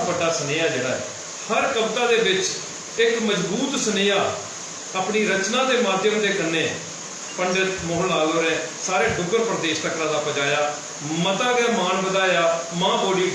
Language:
Dogri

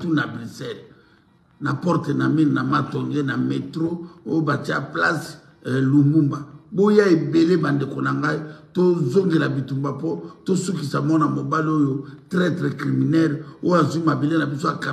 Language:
Lingala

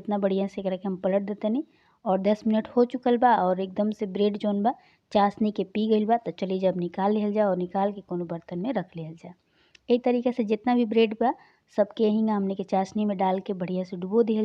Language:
Bhojpuri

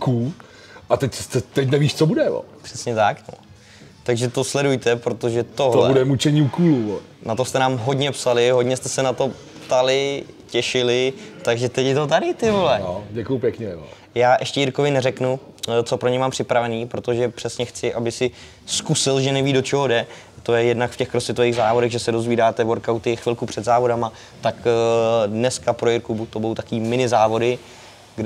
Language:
Czech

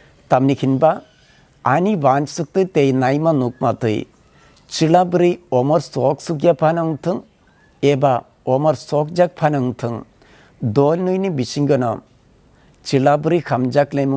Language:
Kok Borok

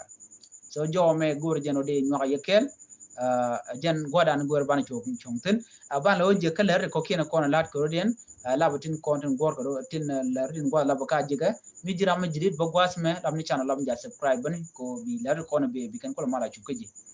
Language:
Nuer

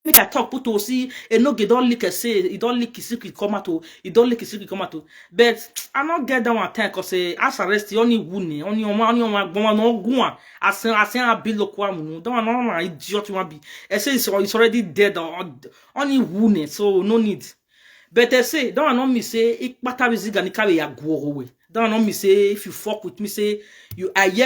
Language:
Nigerian Pidgin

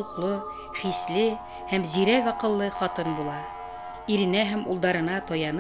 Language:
Bashkir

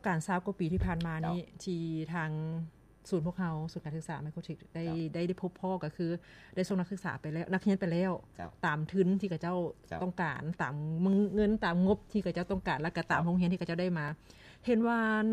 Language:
Lao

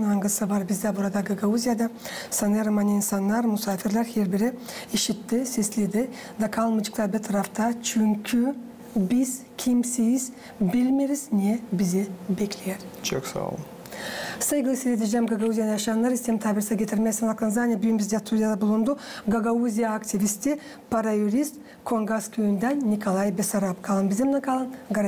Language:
Gagauz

